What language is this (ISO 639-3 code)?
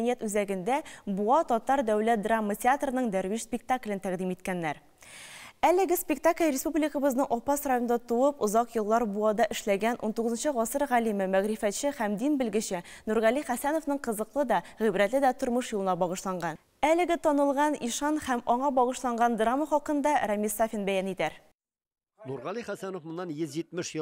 tat